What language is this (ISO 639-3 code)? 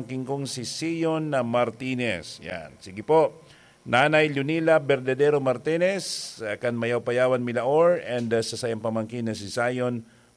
bik